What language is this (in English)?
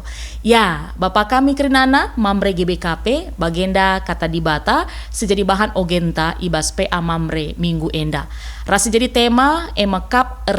Batak Karo